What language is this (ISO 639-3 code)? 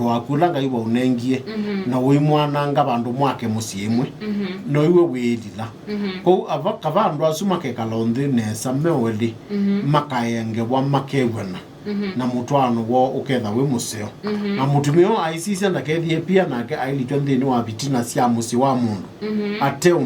kam